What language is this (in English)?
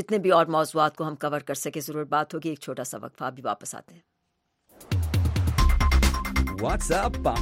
Urdu